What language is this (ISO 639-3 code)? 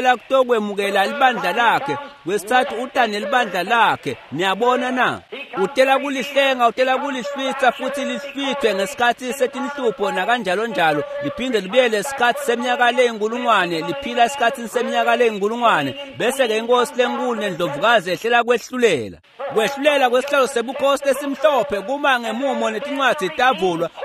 ssw